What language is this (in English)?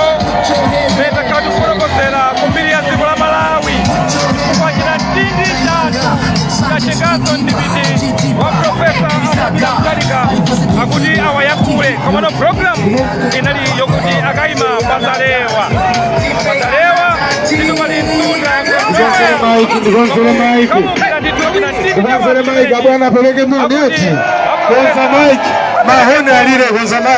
Nyanja